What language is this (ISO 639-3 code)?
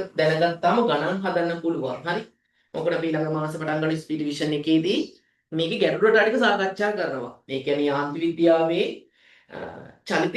sin